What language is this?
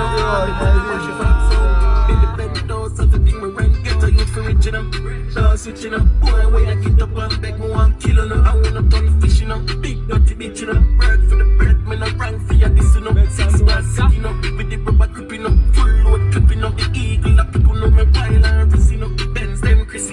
Jamaican Creole English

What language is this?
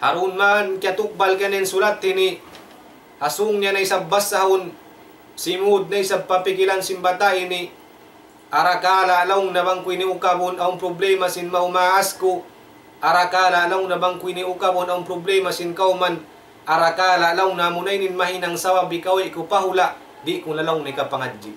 Tausug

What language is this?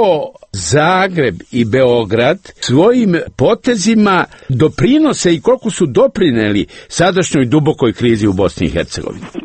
Serbian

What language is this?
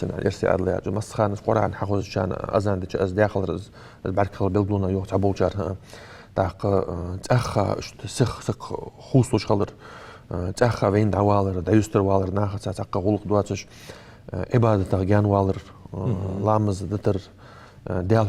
Ingush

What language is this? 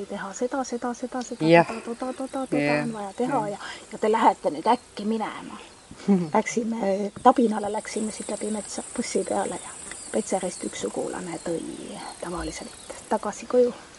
Estonian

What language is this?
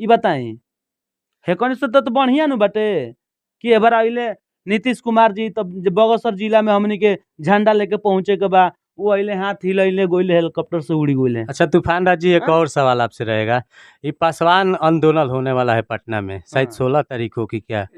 Bhojpuri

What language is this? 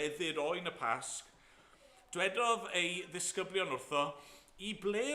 Welsh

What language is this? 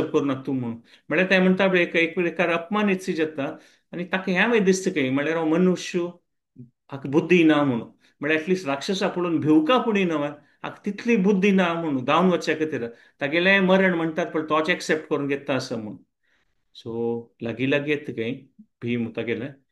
Konkani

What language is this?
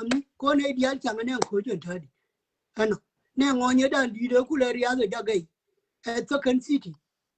Nuer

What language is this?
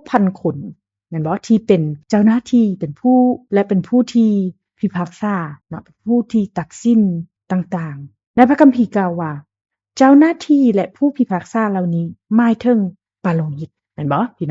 Lao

